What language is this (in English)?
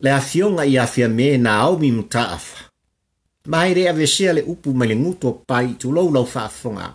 Samoan